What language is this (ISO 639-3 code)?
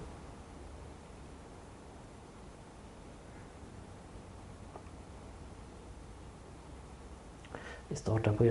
swe